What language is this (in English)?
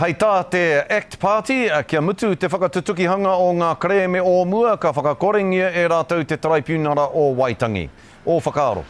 Māori